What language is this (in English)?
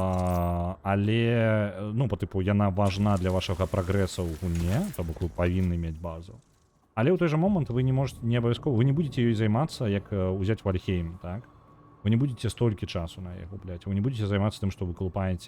Belarusian